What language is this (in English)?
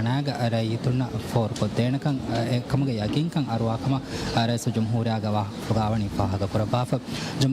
Divehi